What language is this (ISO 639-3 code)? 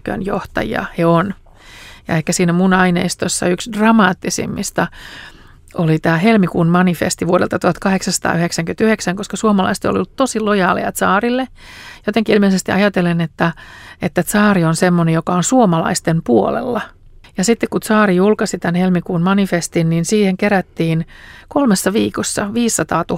fin